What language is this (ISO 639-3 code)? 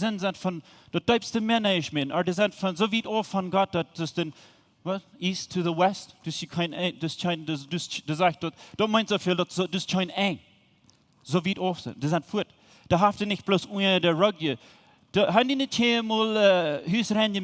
pdt